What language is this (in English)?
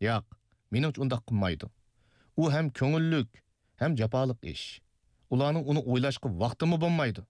Uyghur